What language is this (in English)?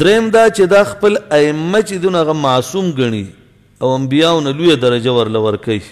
Pashto